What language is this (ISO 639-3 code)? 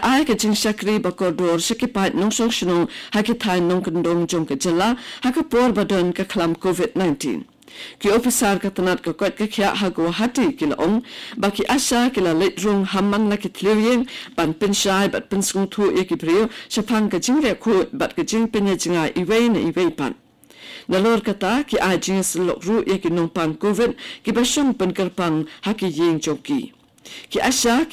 kha